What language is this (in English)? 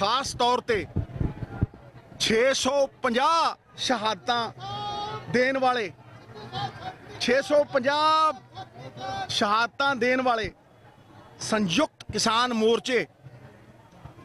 Punjabi